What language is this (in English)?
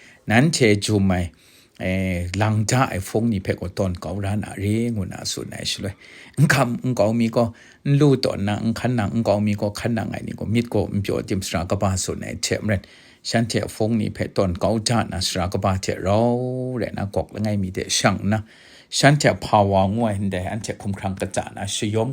Kachin